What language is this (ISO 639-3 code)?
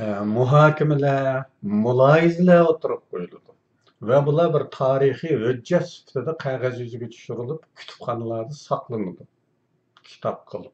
uig